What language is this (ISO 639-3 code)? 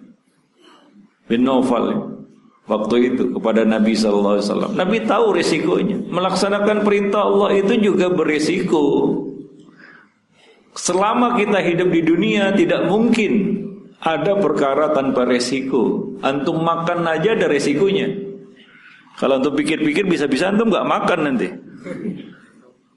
ind